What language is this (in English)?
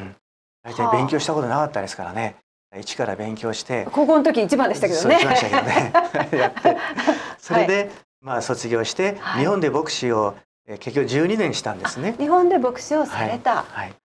Japanese